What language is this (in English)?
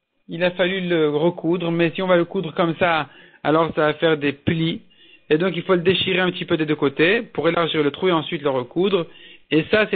French